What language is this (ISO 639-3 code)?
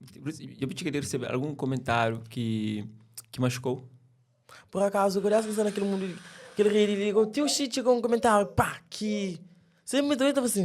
kea